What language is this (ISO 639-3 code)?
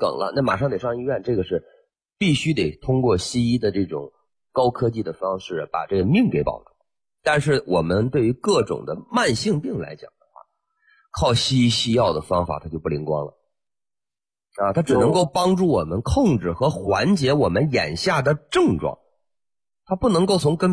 zho